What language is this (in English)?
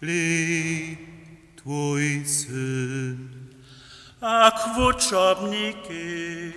Upper Sorbian